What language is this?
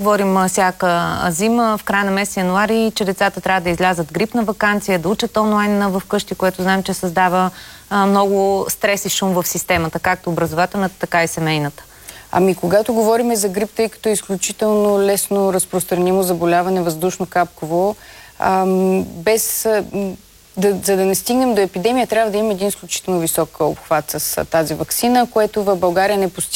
Bulgarian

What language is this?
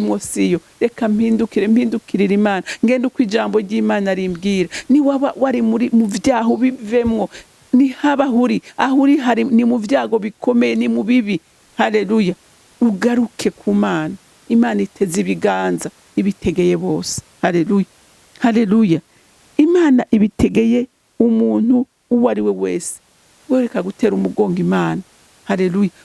Rundi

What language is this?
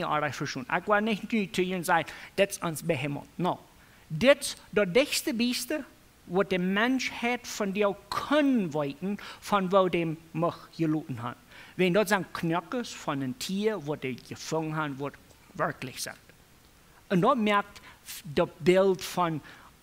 Plautdietsch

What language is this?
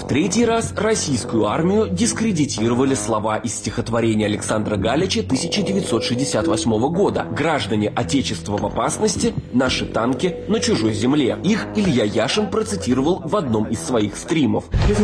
Russian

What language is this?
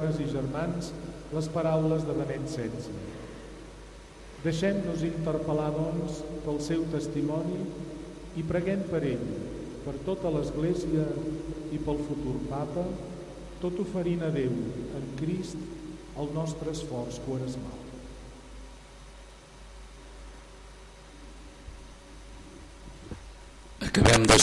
Catalan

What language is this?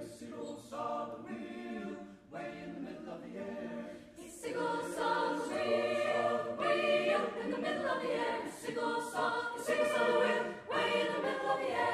Faroese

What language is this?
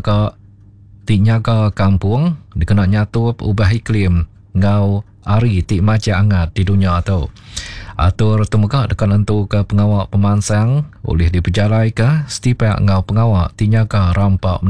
Iban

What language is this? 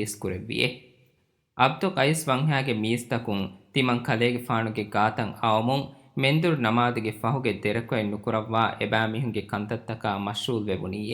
Divehi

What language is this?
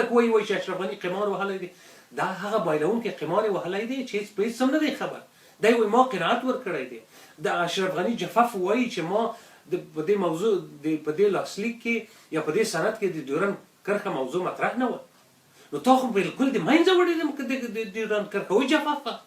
Pashto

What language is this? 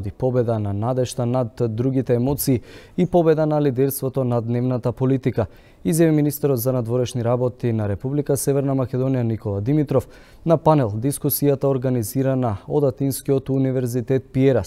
Macedonian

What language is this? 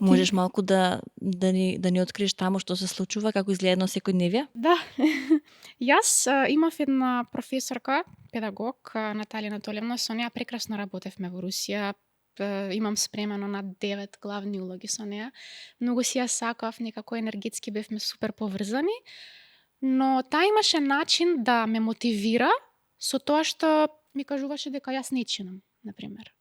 Macedonian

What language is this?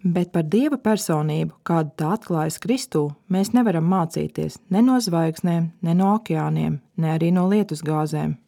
Latvian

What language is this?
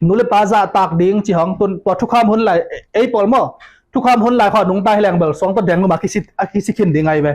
Tedim Chin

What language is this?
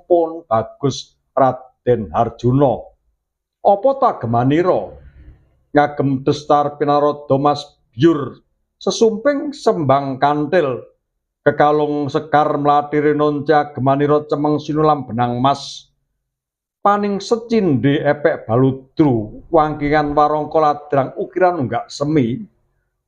Javanese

